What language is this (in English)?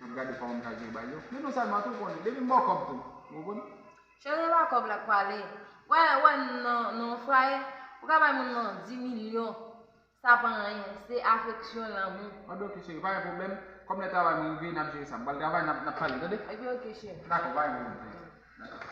Haitian Creole